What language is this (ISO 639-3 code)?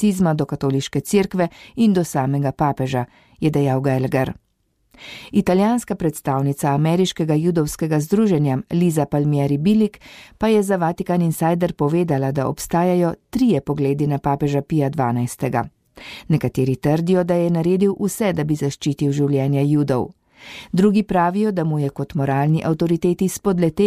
slv